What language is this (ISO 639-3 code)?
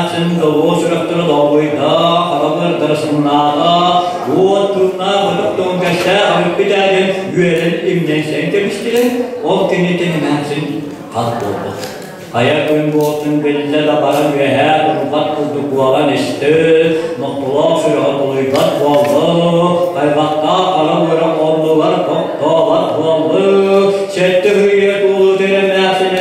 sah